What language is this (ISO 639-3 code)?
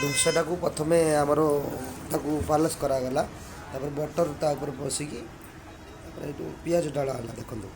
ori